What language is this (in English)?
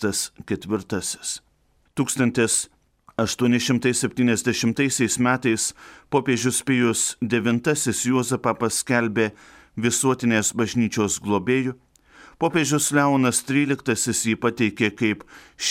Lithuanian